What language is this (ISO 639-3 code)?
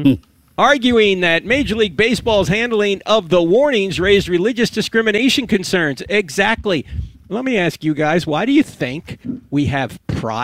eng